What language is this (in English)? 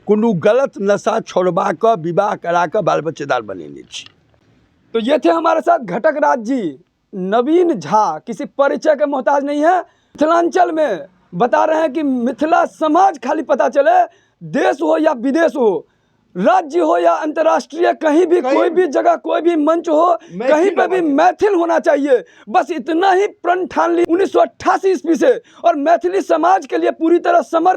Maithili